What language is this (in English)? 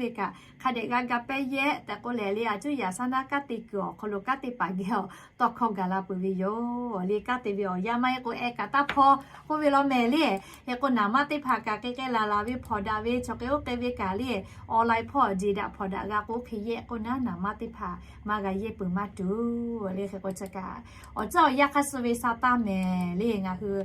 Lahu